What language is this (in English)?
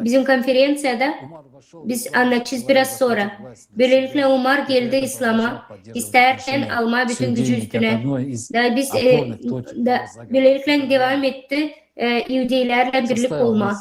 Gagauz